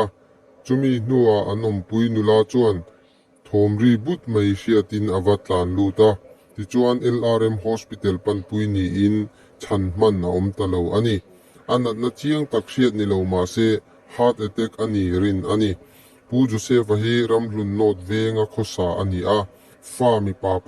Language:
Mizo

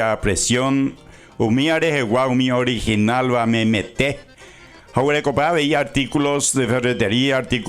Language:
Guarani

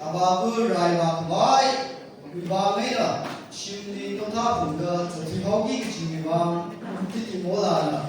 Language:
Tangkhul Naga (India)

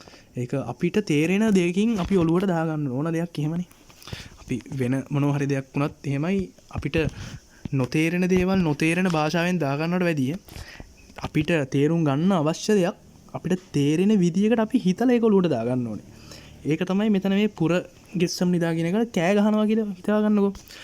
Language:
Sinhala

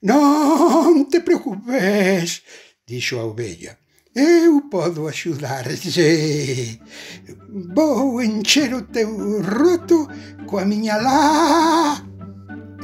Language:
Galician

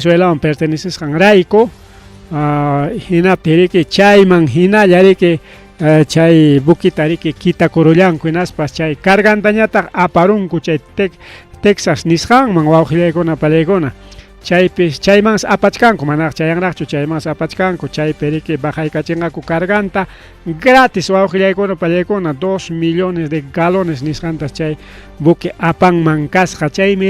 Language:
Ayacucho Quechua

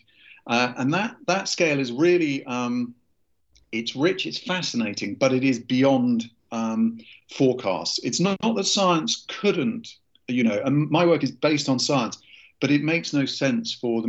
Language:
English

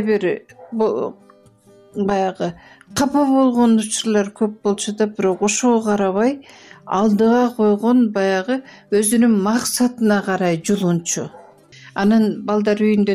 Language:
Kyrgyz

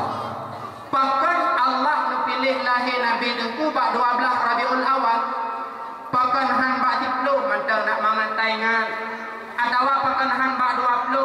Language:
Achinese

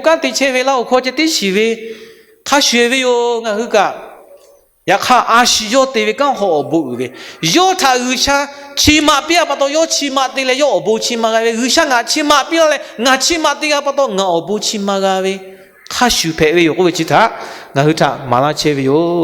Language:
Lahu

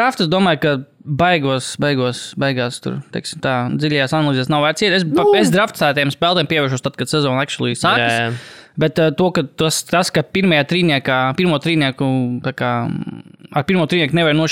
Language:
Latvian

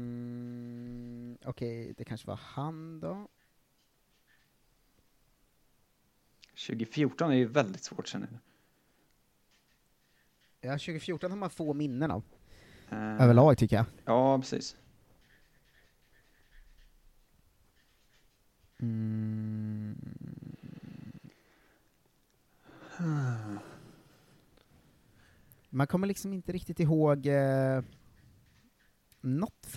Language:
Swedish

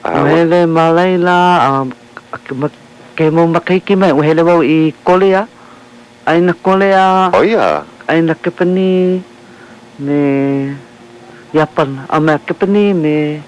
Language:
Hawaiian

